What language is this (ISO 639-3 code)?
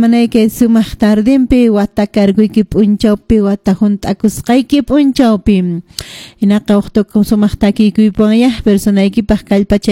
que